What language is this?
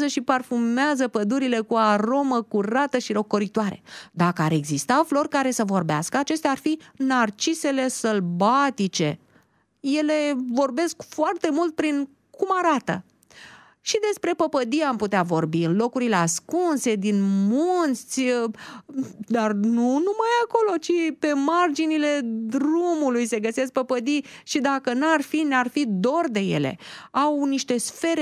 Romanian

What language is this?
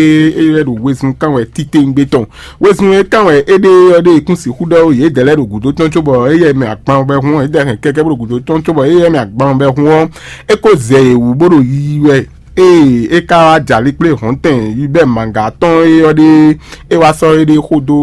Fon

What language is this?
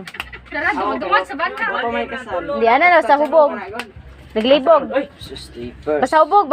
Cebuano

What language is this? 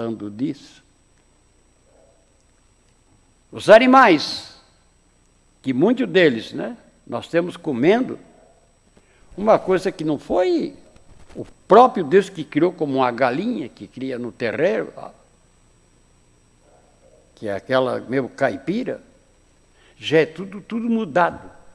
Portuguese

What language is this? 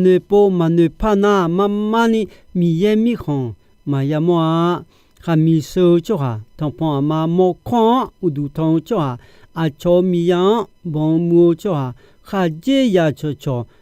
Akha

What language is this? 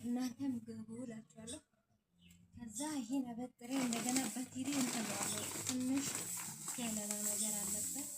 Amharic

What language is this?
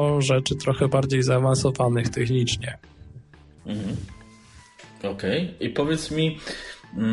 Polish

